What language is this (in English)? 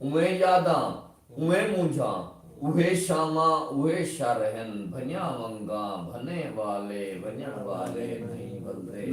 Saraiki